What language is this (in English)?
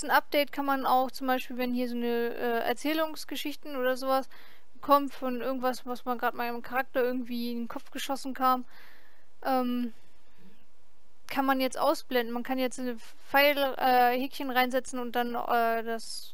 German